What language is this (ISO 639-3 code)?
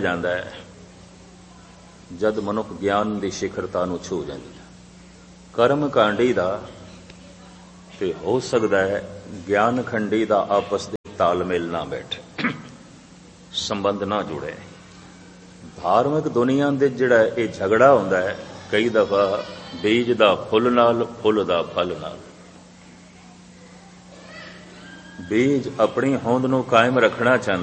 pan